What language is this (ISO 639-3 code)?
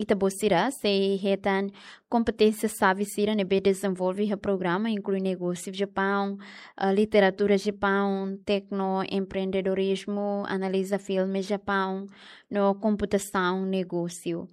tet